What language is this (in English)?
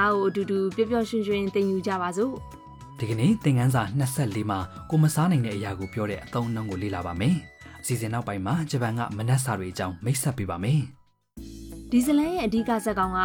Burmese